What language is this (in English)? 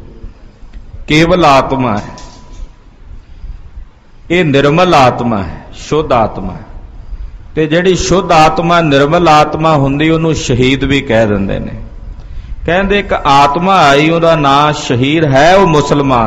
Punjabi